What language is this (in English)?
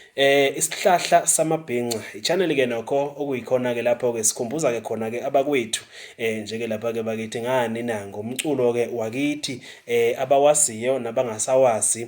Zulu